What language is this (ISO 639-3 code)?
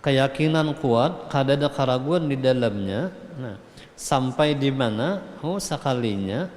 bjn